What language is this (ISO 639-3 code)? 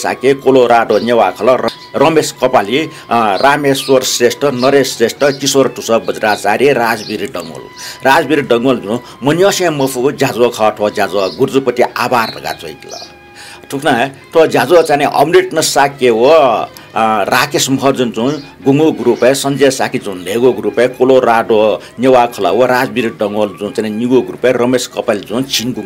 new